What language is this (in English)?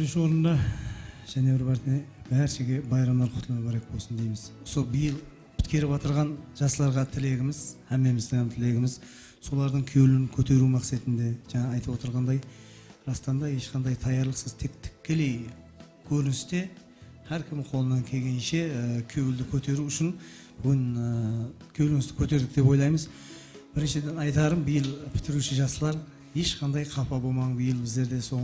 Kara-Kalpak